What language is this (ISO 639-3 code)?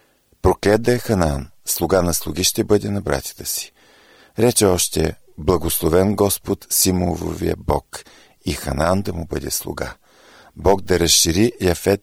bul